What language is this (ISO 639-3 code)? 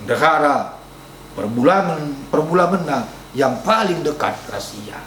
btx